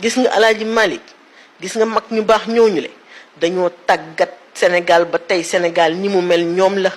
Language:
Wolof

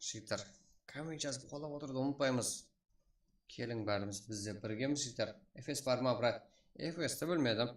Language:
Kara-Kalpak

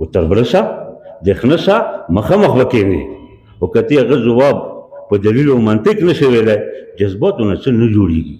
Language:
Pashto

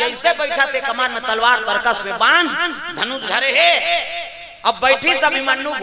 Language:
Chhattisgarhi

